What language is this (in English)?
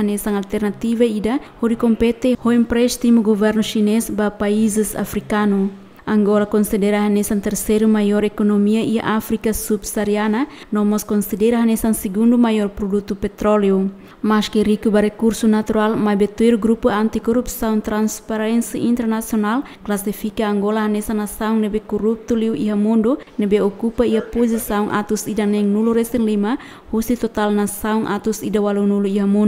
Tetum